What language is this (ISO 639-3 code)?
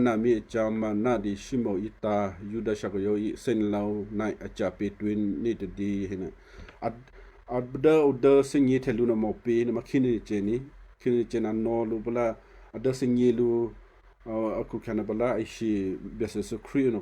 kyu